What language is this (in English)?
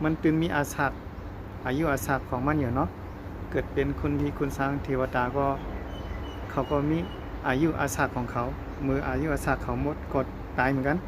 Shan